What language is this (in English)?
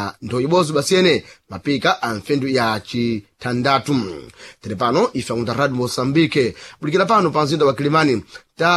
Sena